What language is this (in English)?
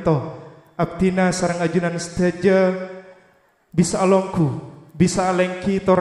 Madurese